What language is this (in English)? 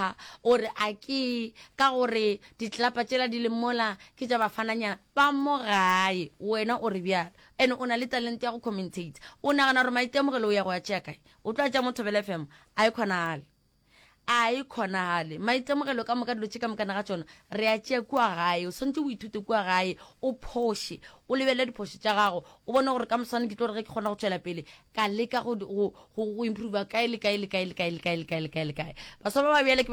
Northern Sotho